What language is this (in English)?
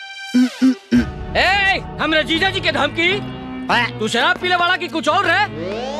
Bhojpuri